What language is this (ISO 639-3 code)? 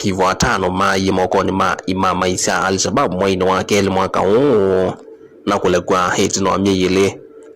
kam